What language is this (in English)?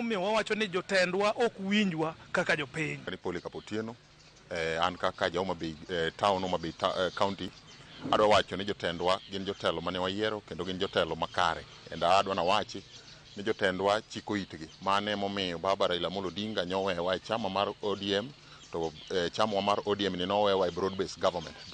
Luo (Kenya and Tanzania)